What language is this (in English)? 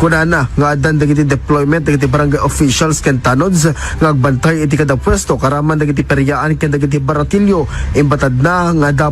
Iloko